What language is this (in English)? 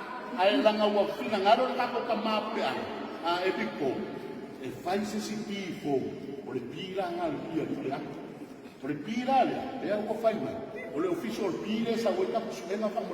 Samoan